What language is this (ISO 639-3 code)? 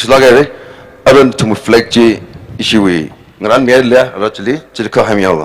nmf